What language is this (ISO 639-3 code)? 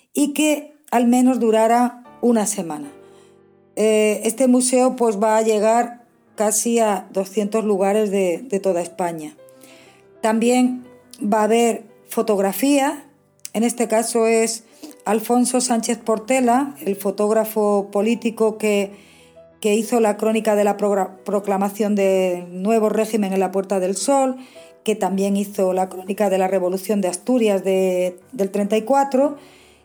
spa